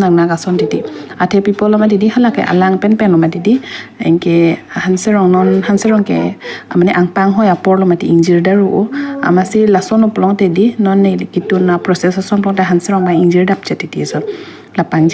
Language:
Karbi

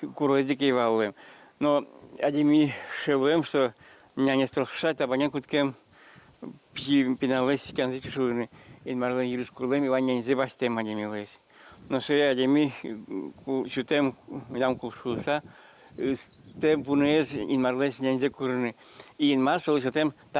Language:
Udmurt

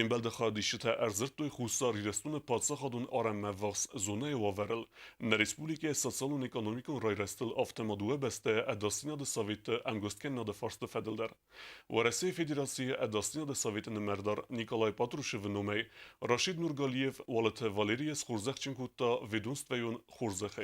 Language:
Ossetic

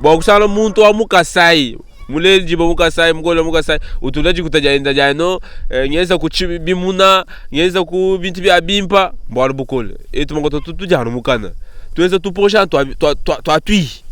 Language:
Luba-Lulua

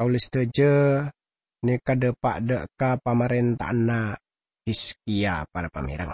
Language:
Madurese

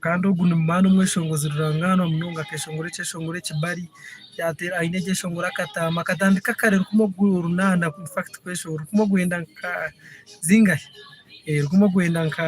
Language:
Nyankole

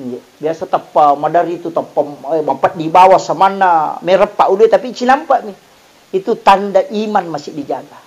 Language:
Buginese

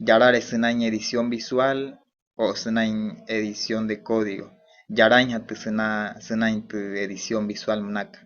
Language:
Wayuu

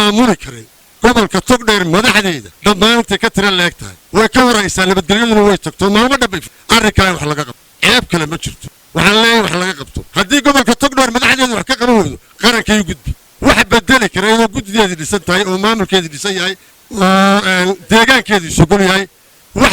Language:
Somali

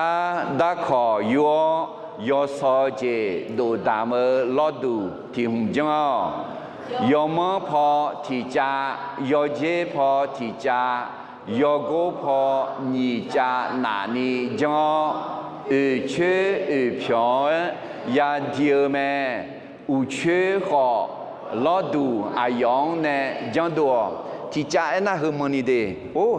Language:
Akha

